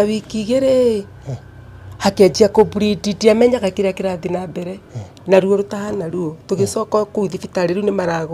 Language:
Kikuyu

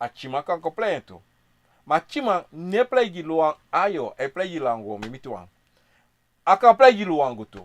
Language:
Sranan Tongo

